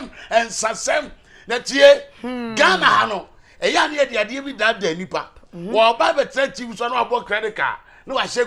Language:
Akan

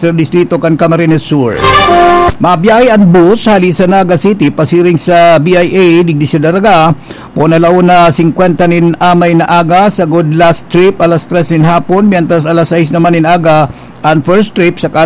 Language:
Bikol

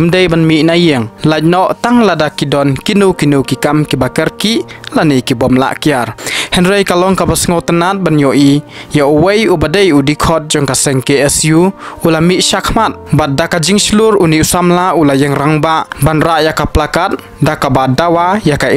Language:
Khasi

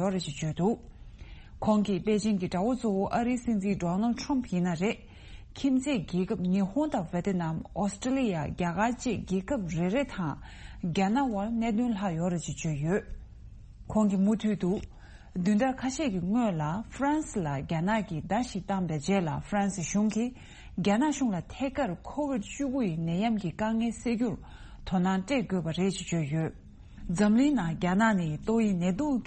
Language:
Tibetan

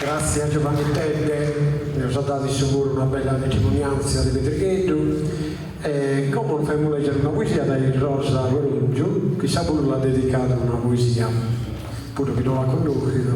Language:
Sardinian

